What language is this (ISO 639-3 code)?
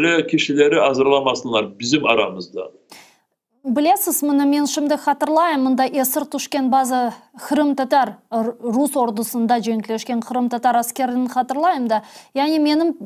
crh